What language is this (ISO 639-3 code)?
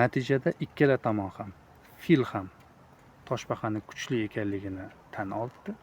uzb